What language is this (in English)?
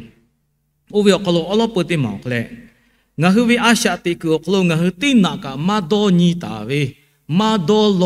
Lahu